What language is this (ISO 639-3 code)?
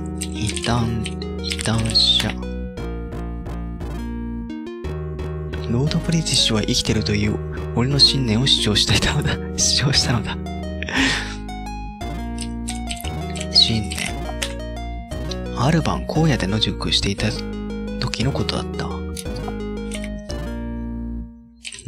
jpn